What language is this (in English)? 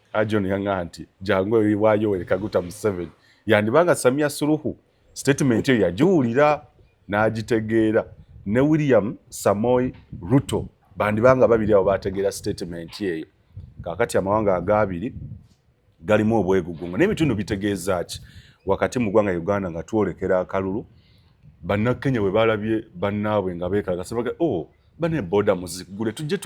Ganda